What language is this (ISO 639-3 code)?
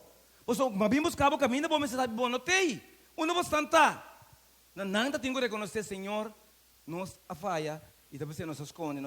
pap